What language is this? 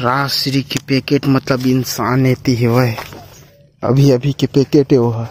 Chhattisgarhi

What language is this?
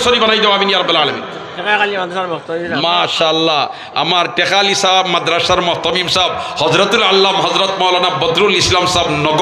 Sylheti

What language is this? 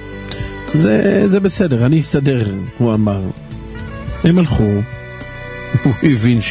Hebrew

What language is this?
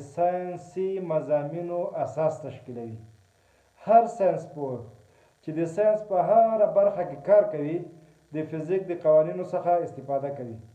Pashto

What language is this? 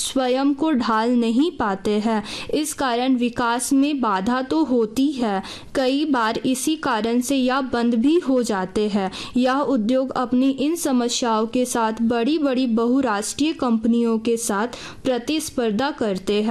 Hindi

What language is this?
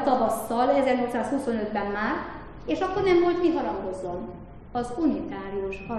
Hungarian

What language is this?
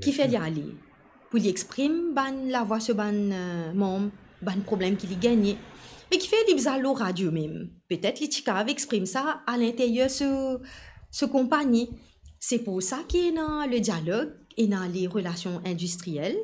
Morisyen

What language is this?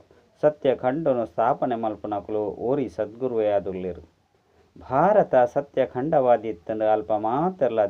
Tulu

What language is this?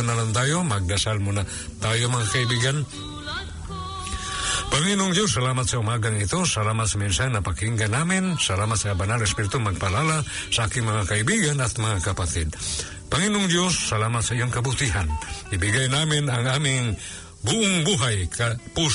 Filipino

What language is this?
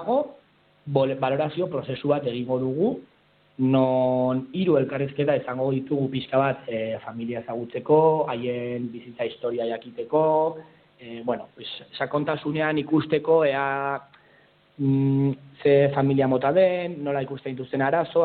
Basque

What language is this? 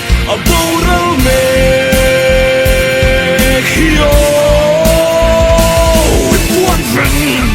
Mizo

